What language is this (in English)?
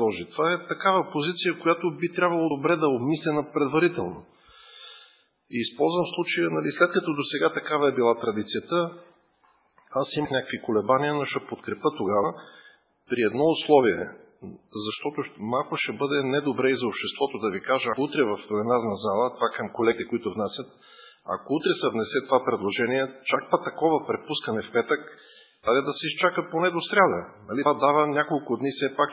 Bulgarian